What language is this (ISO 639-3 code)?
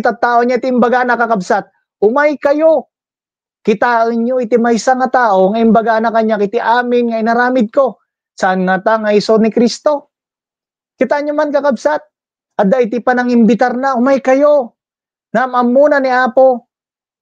ilo